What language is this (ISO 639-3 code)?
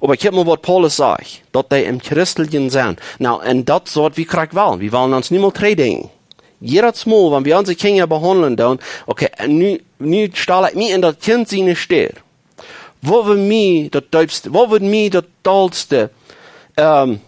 pdt